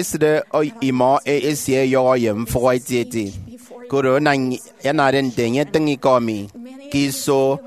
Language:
Efik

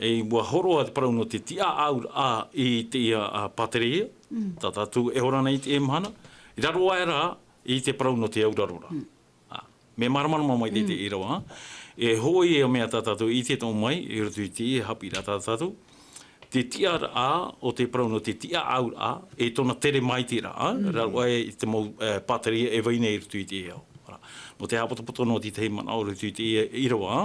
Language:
Tahitian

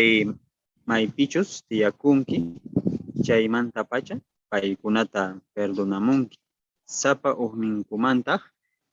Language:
South Bolivian Quechua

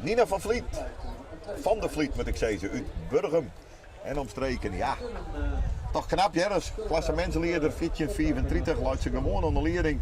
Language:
Western Frisian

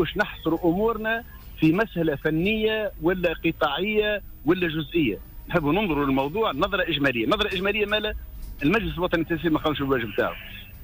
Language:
Tunisian Arabic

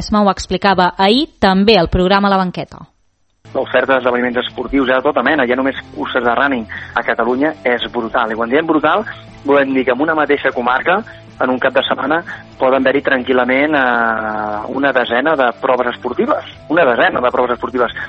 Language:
Catalan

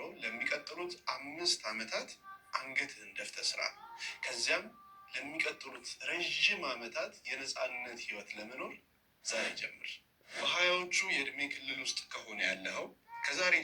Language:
Amharic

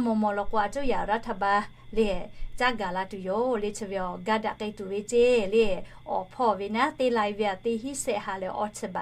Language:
Lahu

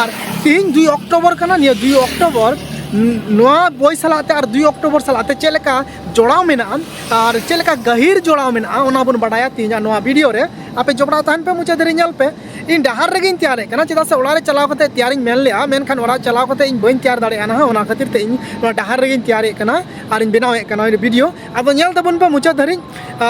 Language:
Santali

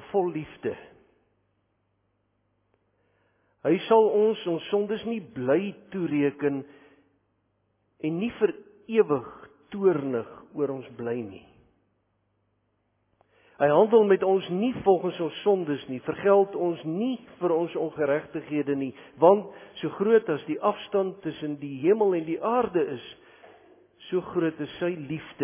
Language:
Afrikaans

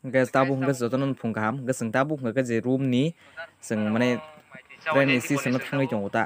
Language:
Kok Borok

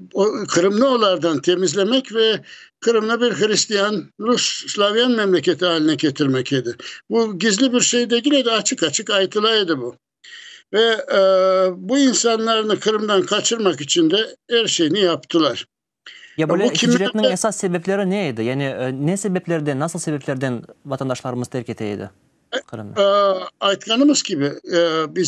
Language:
Crimean Tatar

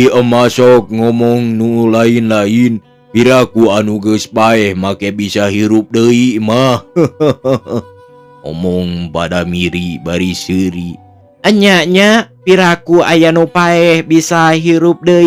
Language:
Sundanese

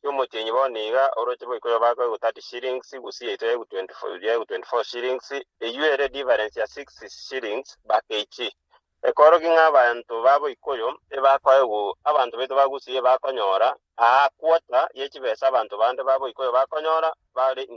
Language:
Gusii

